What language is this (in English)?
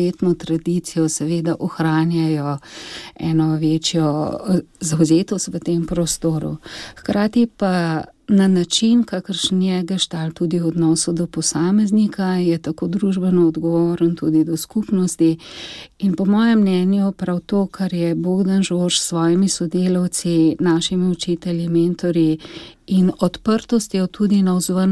Slovenian